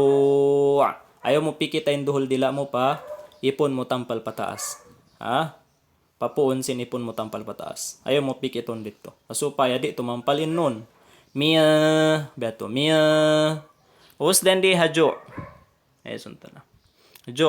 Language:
Tausug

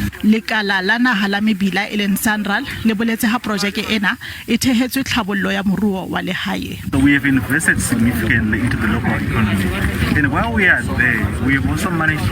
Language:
Southern Sotho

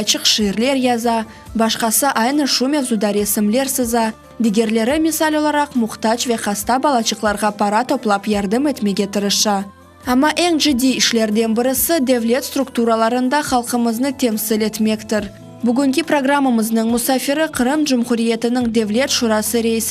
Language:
Crimean Tatar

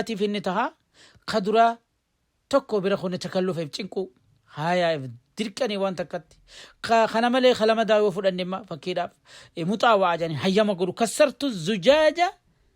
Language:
Oromo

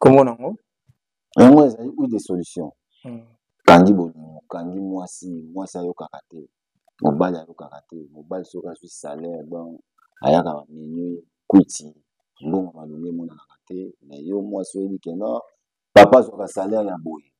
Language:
Lingala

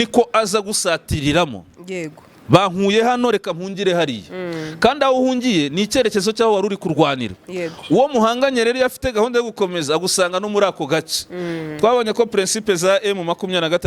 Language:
Kinyarwanda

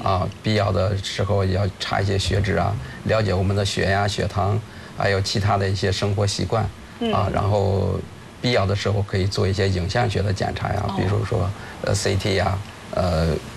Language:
Chinese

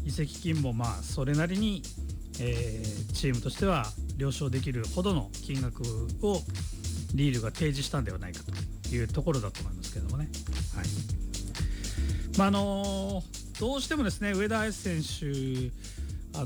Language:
Japanese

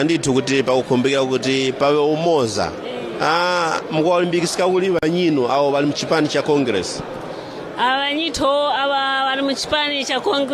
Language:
Nyanja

